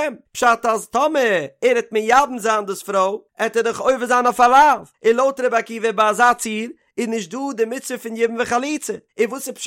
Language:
Yiddish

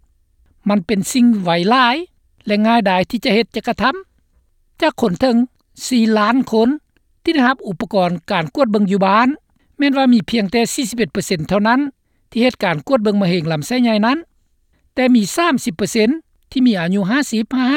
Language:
Lao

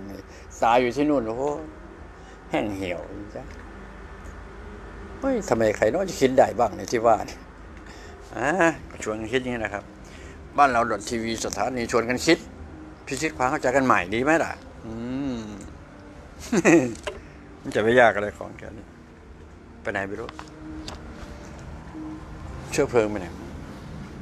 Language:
Thai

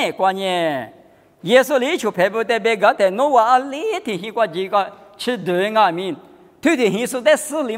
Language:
Lisu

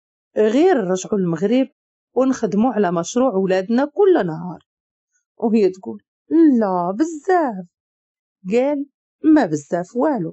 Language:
Moroccan Arabic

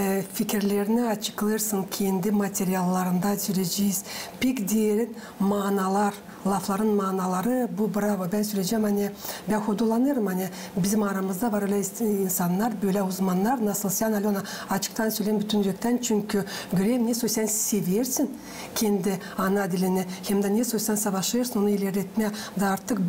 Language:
Gagauz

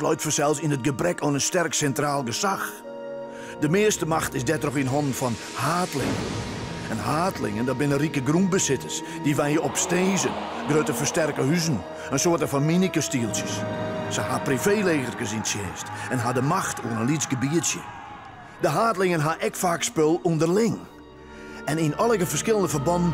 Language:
Western Frisian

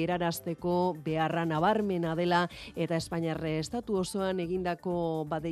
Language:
Basque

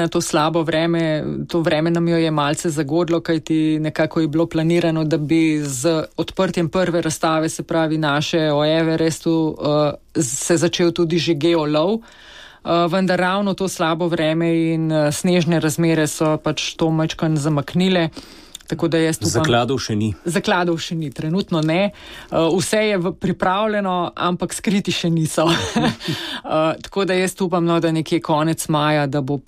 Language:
Slovenian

